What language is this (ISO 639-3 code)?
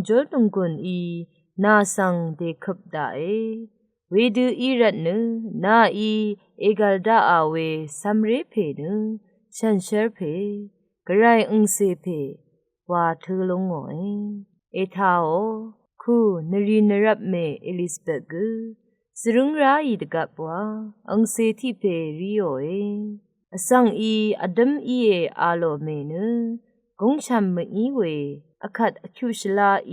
raw